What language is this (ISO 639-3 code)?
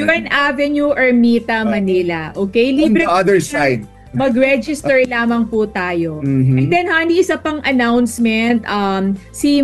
fil